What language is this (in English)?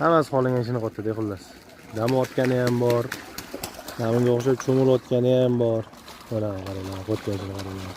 Uzbek